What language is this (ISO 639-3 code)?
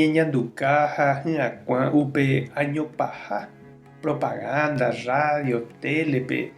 grn